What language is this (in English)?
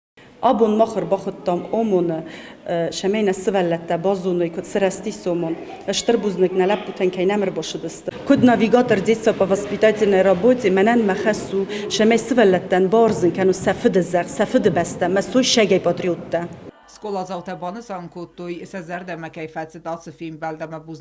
Ossetic